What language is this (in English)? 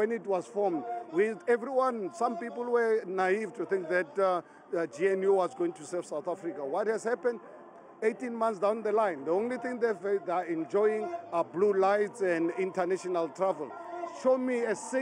Zulu